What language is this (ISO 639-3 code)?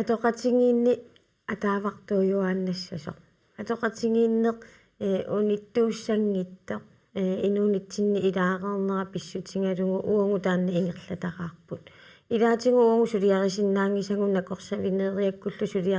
kal